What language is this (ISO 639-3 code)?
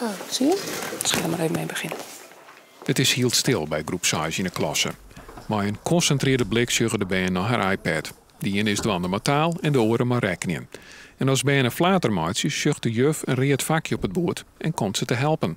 fry